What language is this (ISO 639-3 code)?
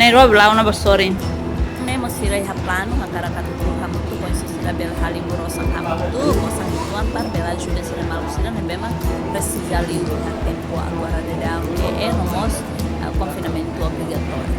tet